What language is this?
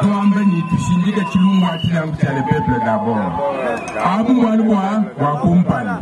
Luba-Lulua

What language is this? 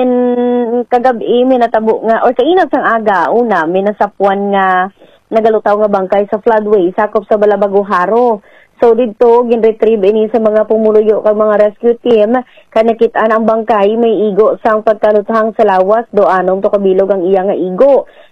Hiligaynon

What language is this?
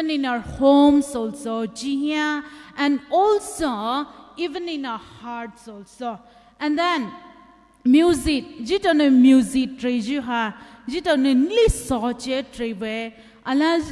Poumei Naga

